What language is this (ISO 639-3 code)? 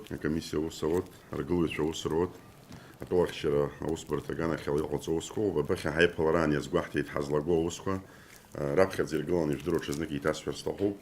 abk